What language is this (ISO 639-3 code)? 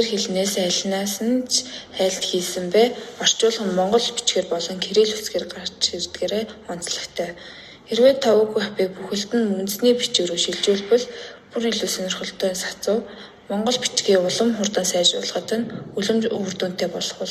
mon